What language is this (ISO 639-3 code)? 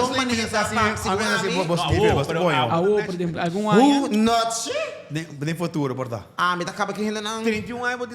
pap